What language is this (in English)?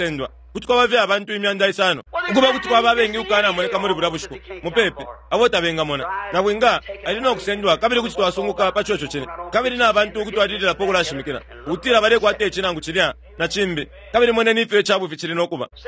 Bemba